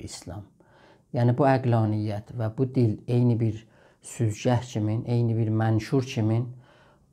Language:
South Azerbaijani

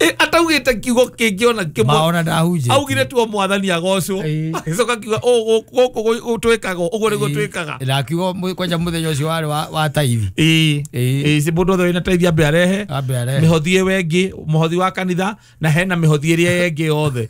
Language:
Kikuyu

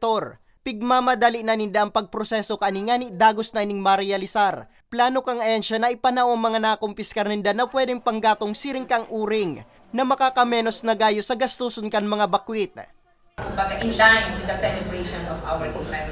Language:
Bikol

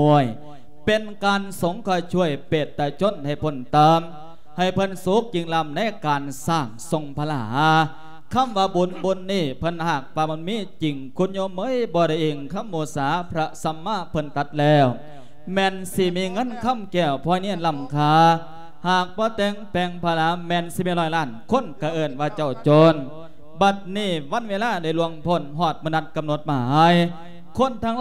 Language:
Lao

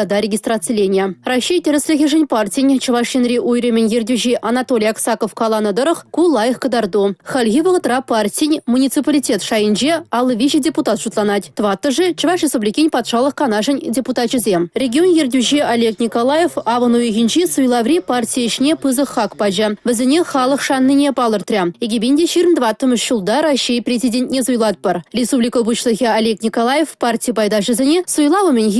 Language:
Chuvash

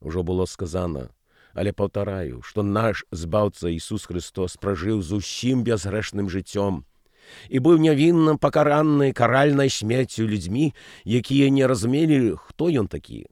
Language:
Belarusian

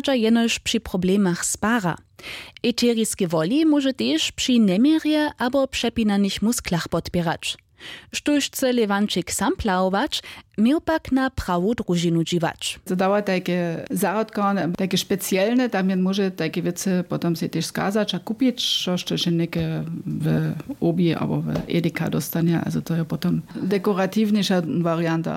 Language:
Upper Sorbian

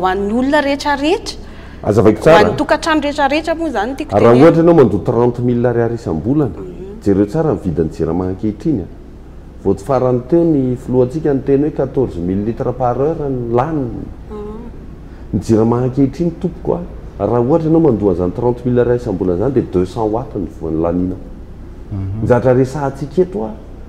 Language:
Malagasy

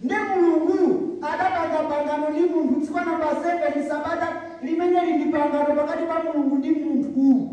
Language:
Nyanja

